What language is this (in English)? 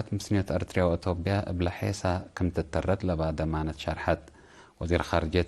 Tigre